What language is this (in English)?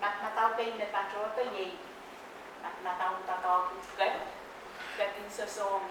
Pohnpeian